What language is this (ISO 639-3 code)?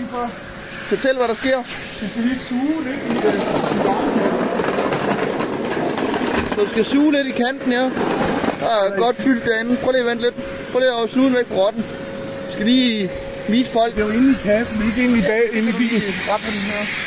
dan